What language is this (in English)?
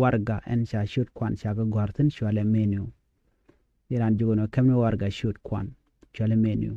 Nuer